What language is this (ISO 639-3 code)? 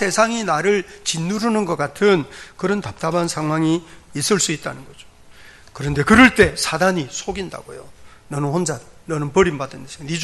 kor